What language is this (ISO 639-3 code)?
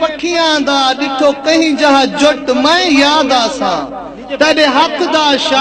skr